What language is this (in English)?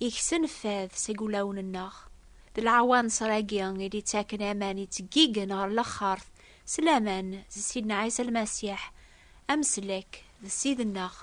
Kabyle